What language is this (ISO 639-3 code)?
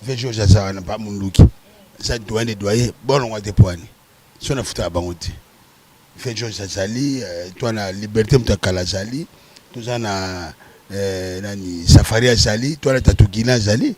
lin